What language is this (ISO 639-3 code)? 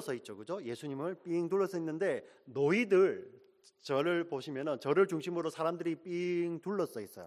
kor